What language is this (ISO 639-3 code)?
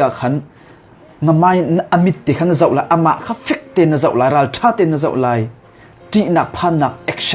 cnh